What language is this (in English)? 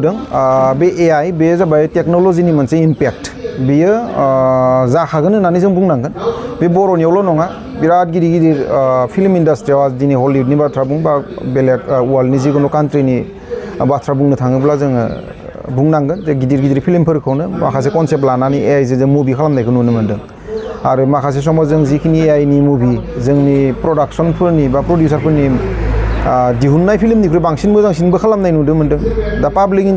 Bodo